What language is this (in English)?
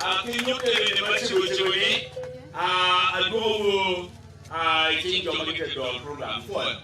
Acoli